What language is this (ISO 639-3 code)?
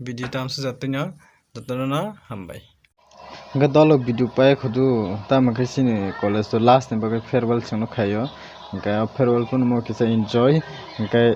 trp